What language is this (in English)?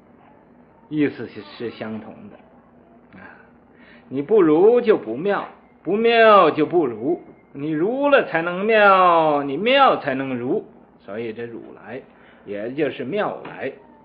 Chinese